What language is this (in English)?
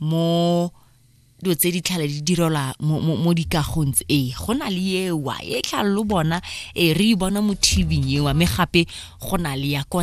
Tswana